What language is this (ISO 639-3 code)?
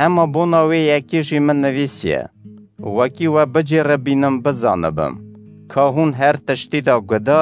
kur